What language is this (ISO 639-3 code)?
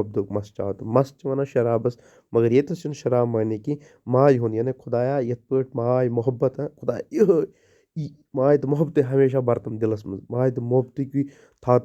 kas